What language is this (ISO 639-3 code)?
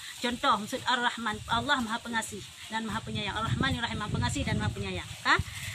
ace